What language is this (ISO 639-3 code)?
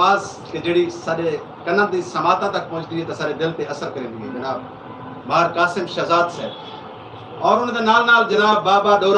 skr